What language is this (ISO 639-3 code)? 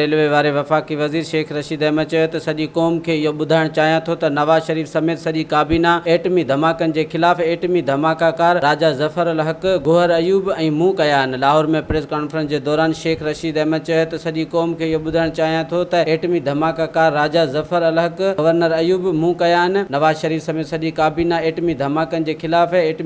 snd